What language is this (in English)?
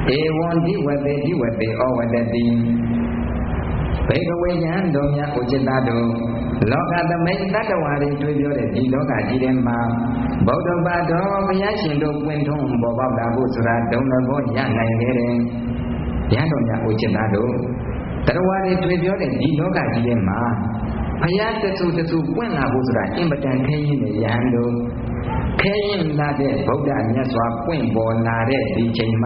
Burmese